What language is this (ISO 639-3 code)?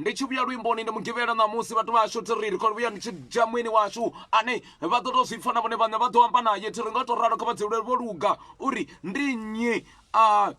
ven